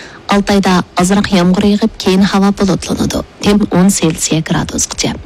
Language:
Uyghur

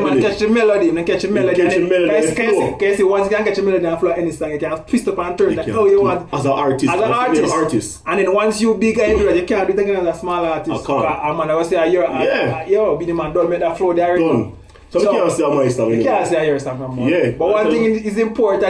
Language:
Jamaican Creole English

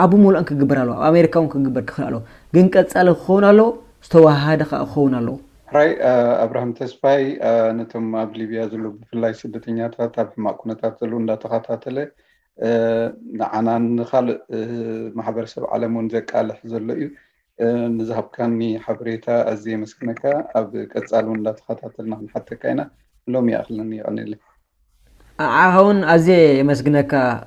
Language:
Tigrinya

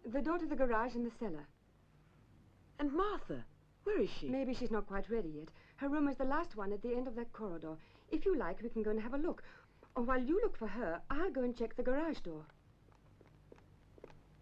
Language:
English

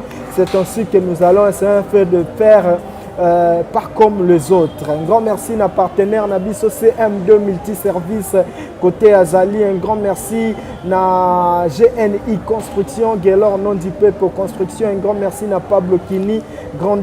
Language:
Lingala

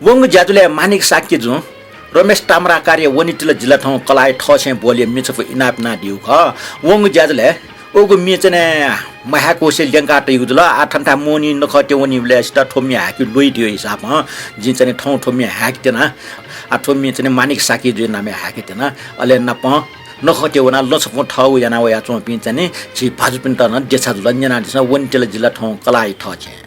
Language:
Newari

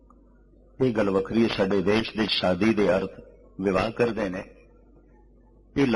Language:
Punjabi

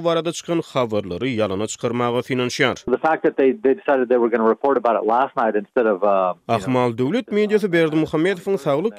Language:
Turkmen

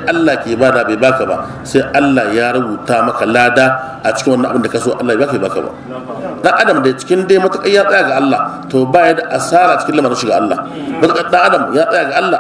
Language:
Hausa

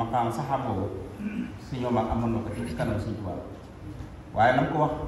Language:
Wolof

